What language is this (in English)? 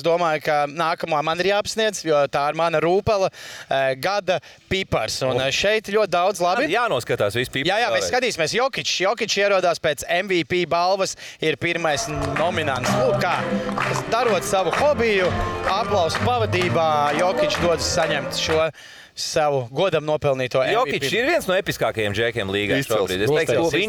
Latvian